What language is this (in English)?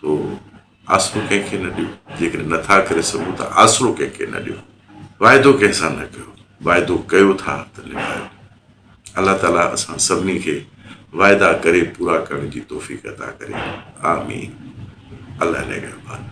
Sindhi